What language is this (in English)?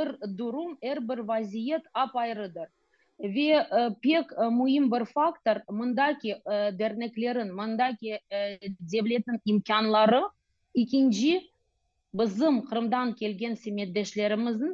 Crimean Tatar